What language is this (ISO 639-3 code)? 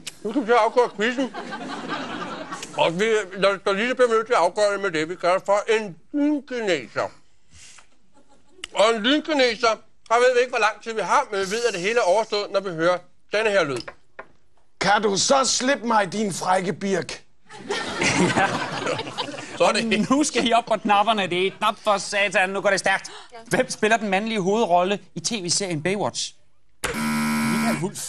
dan